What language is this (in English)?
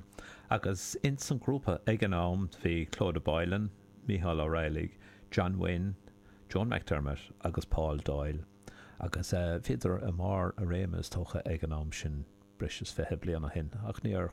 Irish